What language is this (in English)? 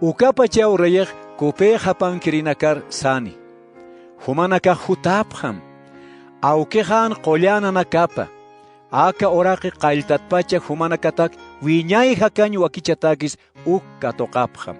Aymara